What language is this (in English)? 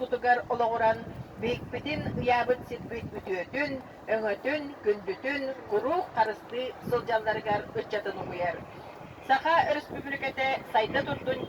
Yakut